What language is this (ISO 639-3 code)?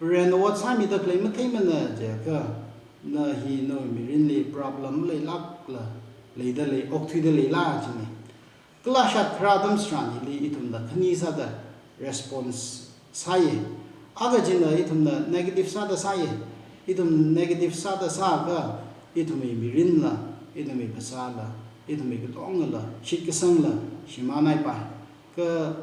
nmf